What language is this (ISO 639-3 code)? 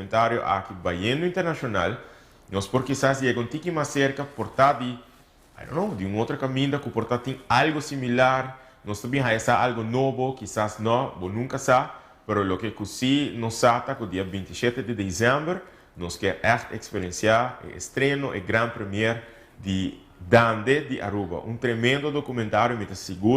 pap